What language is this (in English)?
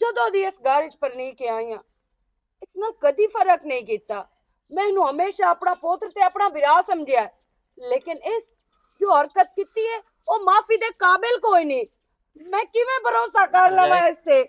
Western Panjabi